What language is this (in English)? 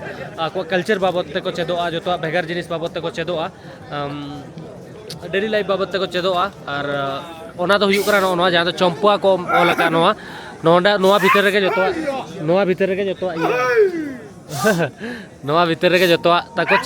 Santali